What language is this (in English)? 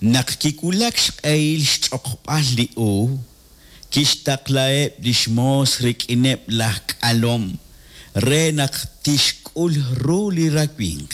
Kekchí